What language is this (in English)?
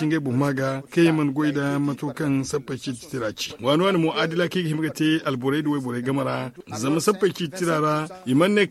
Zarma